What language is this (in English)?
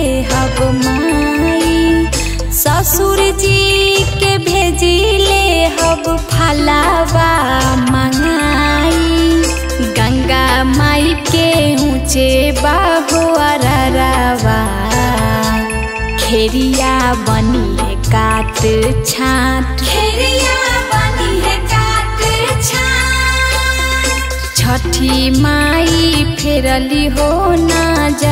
Bhojpuri